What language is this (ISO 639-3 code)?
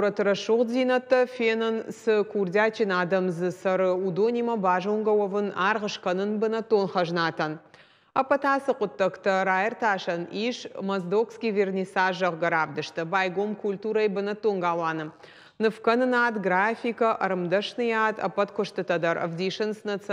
oss